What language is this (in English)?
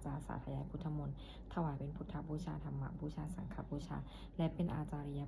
Pali